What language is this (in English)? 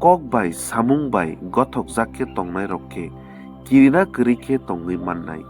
Kok Borok